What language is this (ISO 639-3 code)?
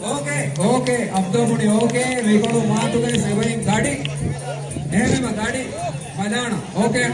div